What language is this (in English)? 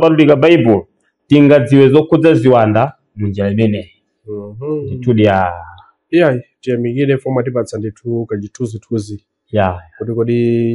Nyanja